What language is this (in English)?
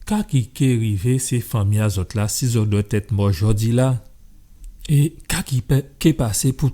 Guadeloupean Creole French